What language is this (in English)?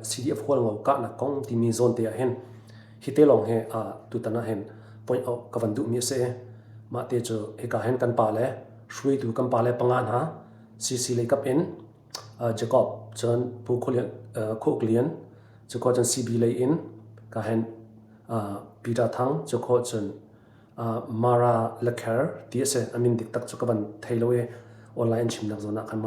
Hakha Chin